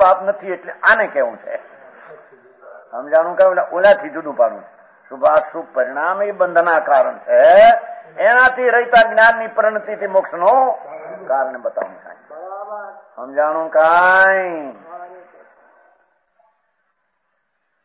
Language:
Gujarati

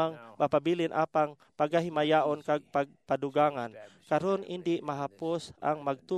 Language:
Hiligaynon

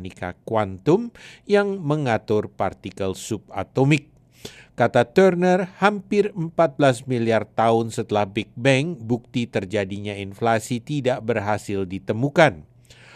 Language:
Indonesian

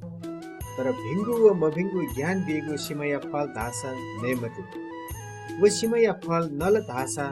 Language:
Newari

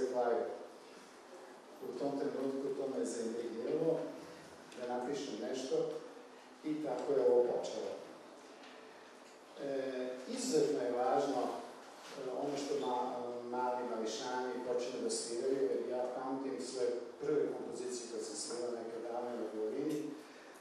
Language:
Serbian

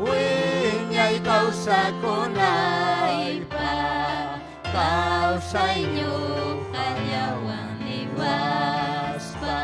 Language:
Ayacucho Quechua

